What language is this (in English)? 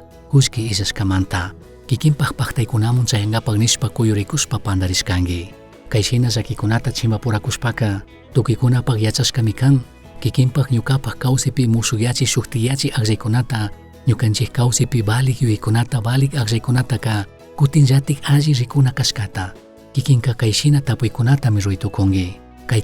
Chimborazo Highland Quichua